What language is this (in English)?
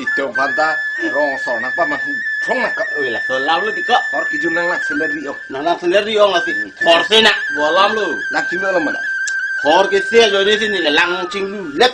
Karbi